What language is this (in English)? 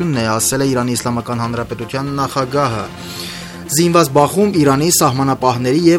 Armenian